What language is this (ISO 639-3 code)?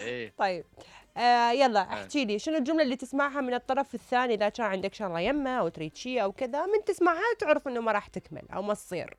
acm